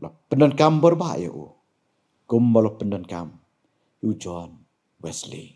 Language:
Khasi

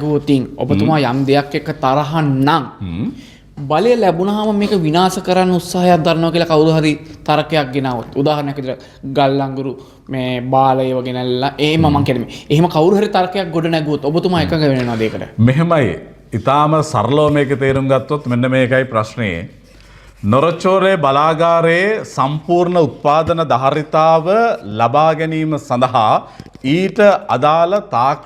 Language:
Sinhala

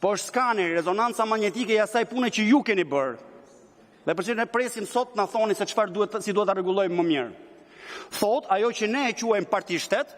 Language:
Albanian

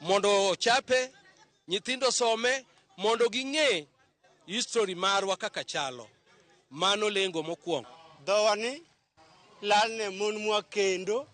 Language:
Luo (Kenya and Tanzania)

